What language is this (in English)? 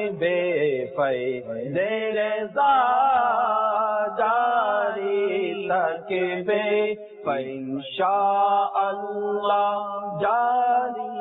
Bangla